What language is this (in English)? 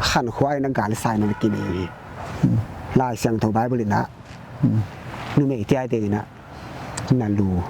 Paite Chin